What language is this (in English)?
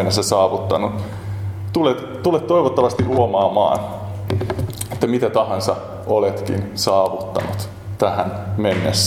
Finnish